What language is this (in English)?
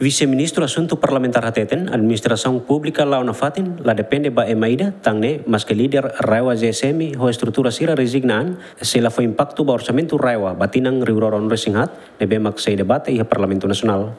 Tetum